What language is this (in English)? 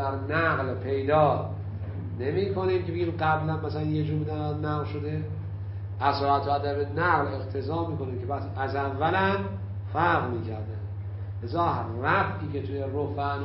Persian